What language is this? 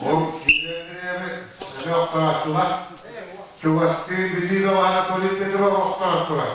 Yakut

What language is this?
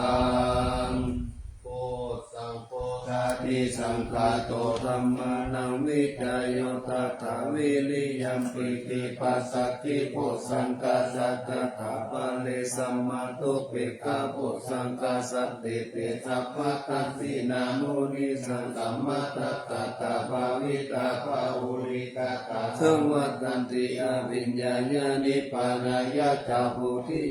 Pali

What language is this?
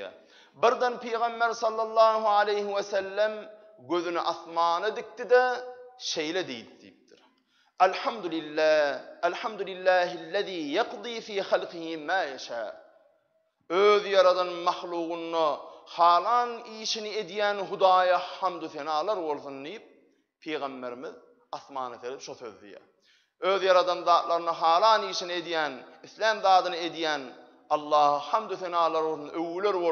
Turkmen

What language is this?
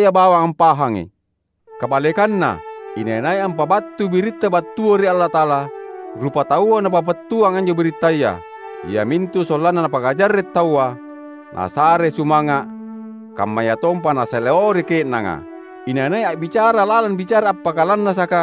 Makasar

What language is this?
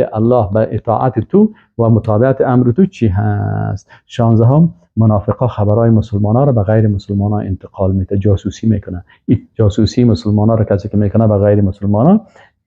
Persian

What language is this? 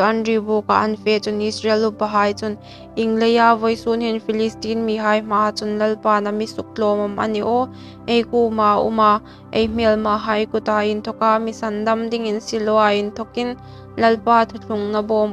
Hmar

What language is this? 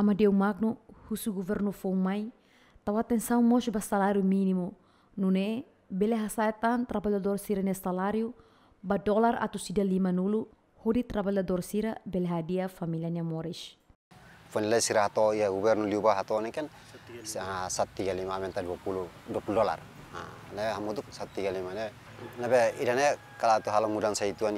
Tetum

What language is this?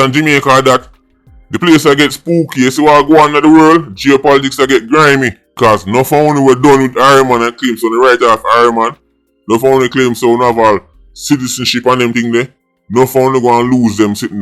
Jamaican Creole English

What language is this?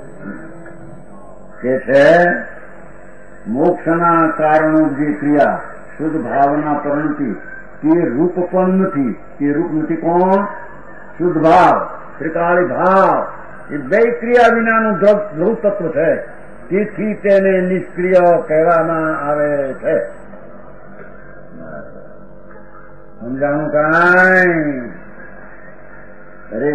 Gujarati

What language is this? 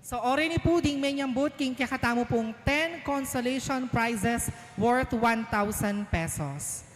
Pampanga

